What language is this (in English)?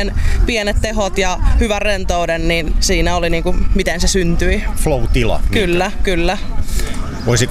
Finnish